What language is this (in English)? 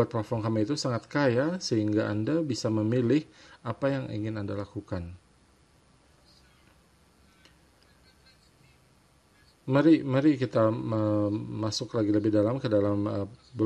Indonesian